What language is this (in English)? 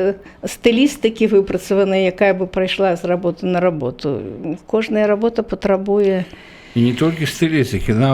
Belarusian